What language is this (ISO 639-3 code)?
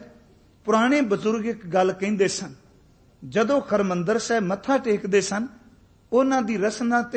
pan